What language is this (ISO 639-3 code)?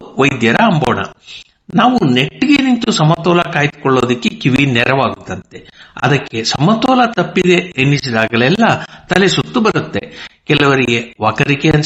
kan